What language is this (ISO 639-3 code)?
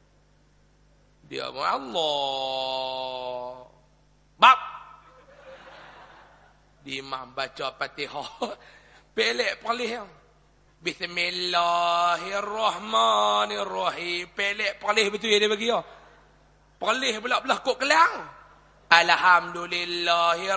msa